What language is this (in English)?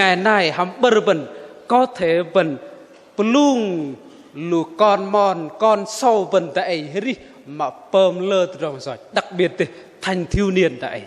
Bahnar